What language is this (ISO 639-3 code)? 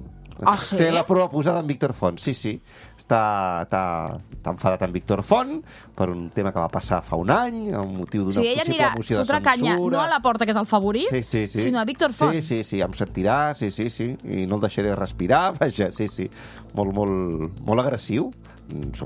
cat